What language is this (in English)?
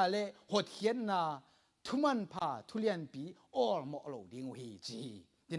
Tedim Chin